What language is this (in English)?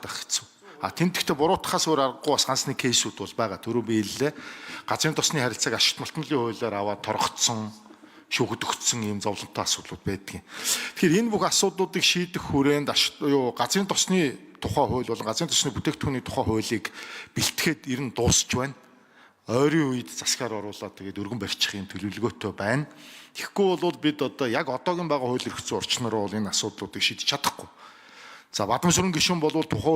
Mongolian